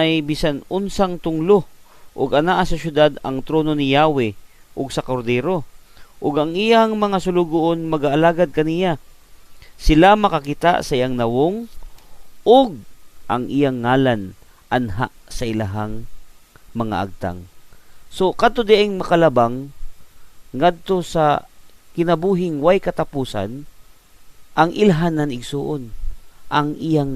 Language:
Cebuano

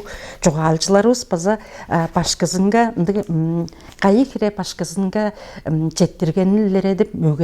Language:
Tuvinian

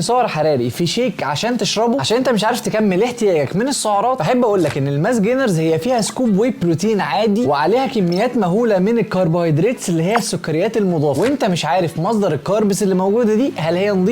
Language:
Egyptian Arabic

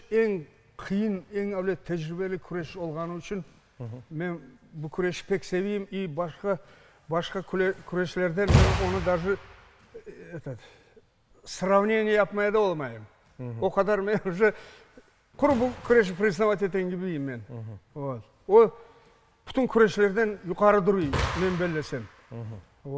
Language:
Crimean Tatar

